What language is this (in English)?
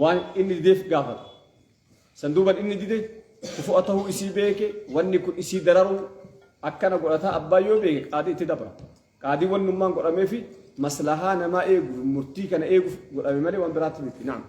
Oromo